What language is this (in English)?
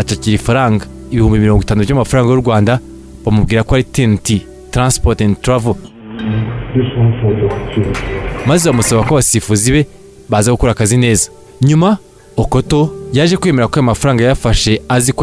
Kinyarwanda